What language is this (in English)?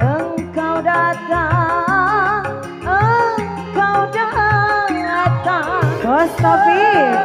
Betawi